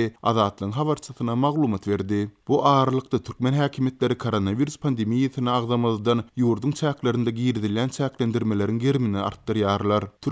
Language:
Turkmen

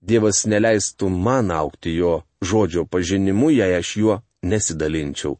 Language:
Lithuanian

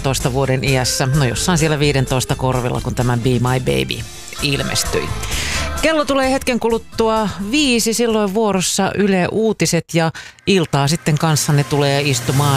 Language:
Finnish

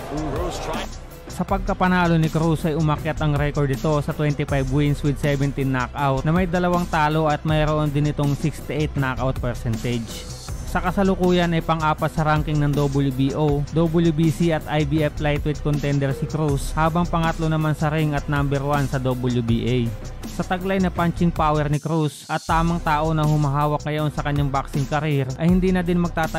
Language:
Filipino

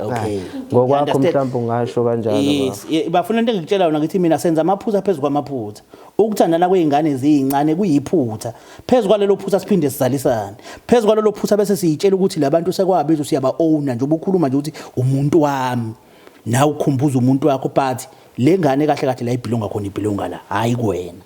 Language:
Zulu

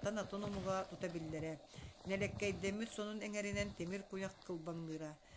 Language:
Yakut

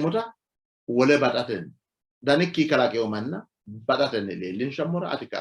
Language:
Sidamo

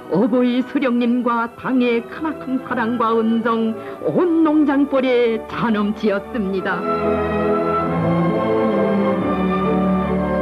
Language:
Korean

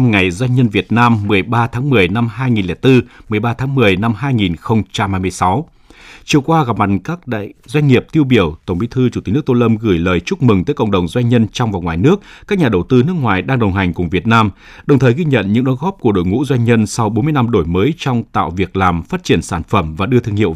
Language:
Vietnamese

